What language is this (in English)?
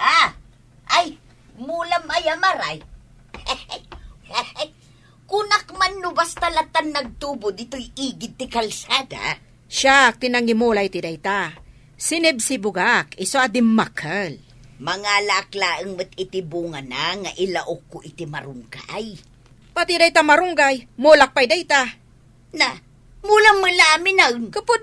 Iloko